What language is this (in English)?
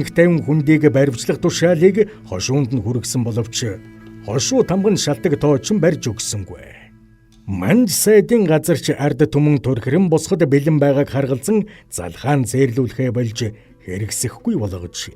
Mongolian